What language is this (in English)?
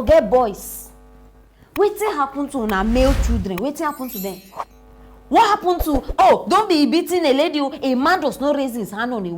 Nigerian Pidgin